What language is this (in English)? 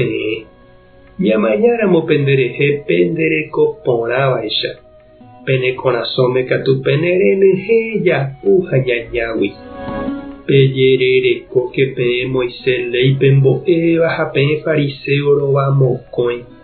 Guarani